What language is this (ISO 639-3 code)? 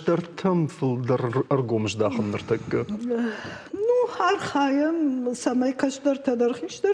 oss